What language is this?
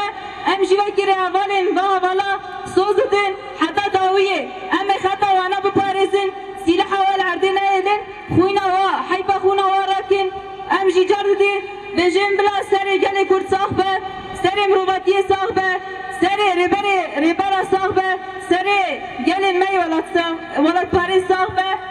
Kurdish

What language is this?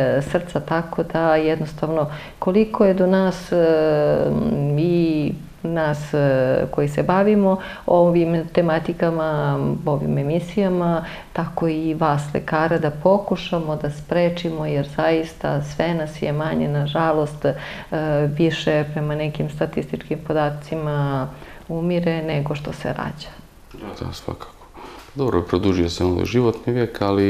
Serbian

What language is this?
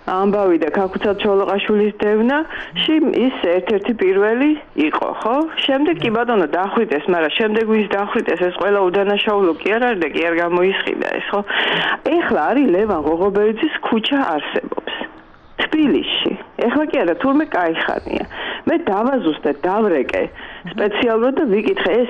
Georgian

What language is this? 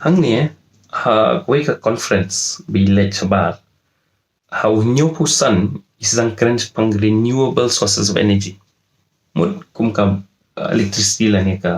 Khasi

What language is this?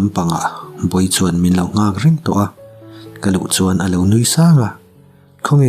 Mizo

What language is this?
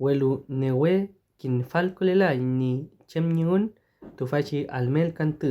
Mapuche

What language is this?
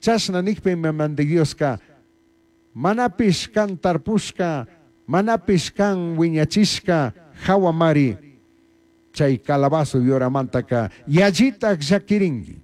Chimborazo Highland Quichua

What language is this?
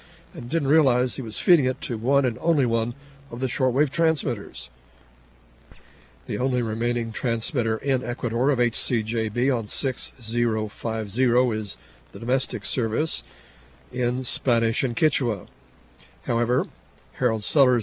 English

